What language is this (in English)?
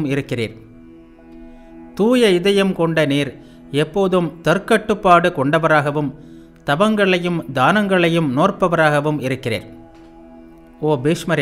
Tamil